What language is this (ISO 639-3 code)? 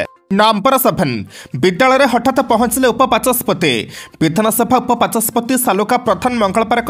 ori